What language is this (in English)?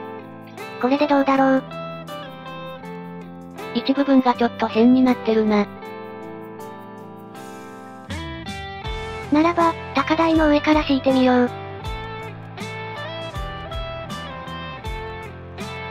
Japanese